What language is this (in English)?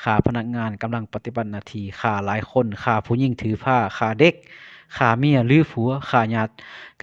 Lao